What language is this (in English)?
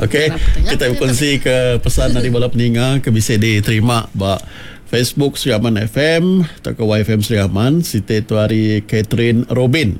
Iban